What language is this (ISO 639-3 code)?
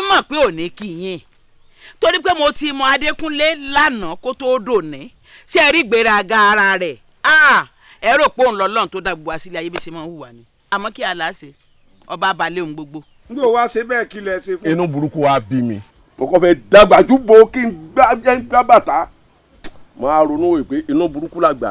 yor